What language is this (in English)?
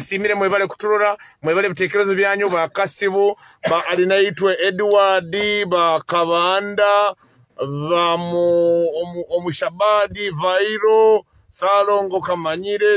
Nyoro